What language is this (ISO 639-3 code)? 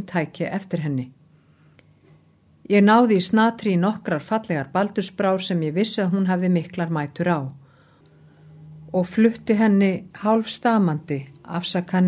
isl